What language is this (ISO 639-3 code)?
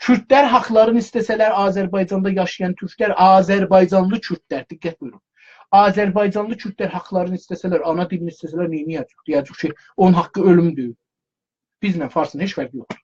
azb